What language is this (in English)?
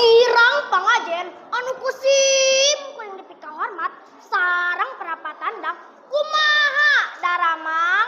Sundanese